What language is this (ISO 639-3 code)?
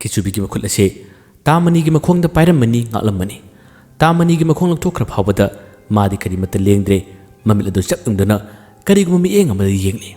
mni